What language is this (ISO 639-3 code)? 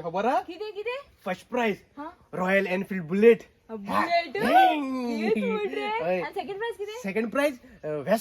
kok